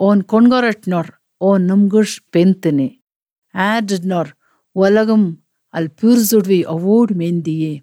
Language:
Albanian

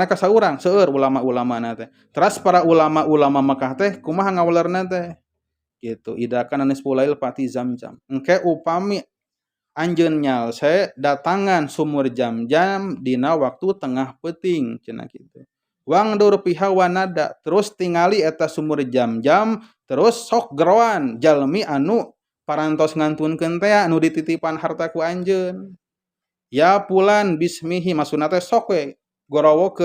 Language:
Sundanese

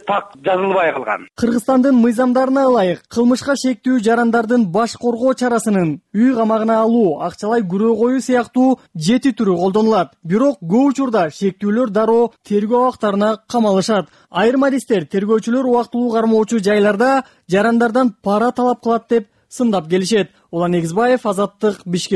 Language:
Kyrgyz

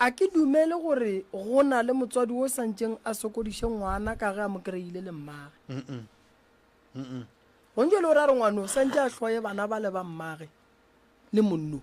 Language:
Northern Sotho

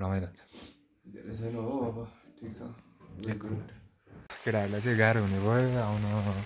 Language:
Nepali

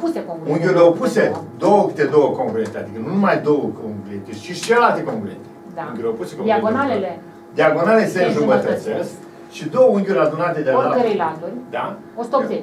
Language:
Romanian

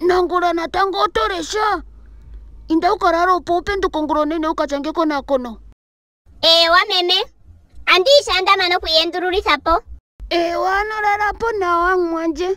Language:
Ndonga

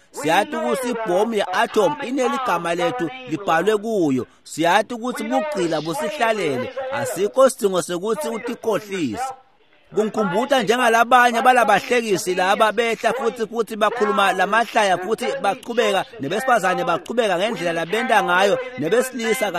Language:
Swati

